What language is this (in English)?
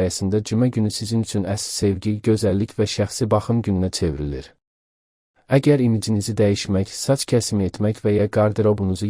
Azerbaijani